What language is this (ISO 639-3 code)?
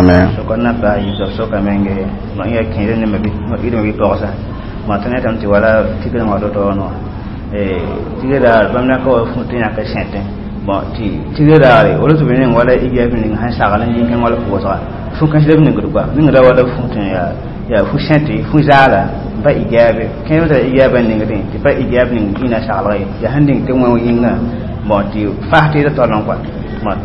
mos